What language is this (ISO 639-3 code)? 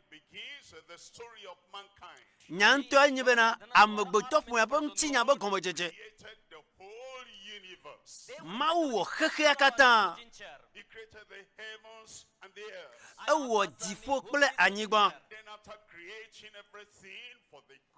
ewe